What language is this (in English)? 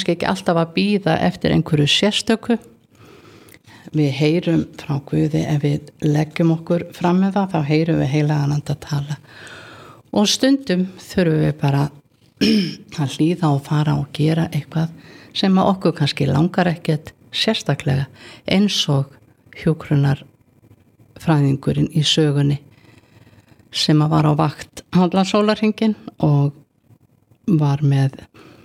Icelandic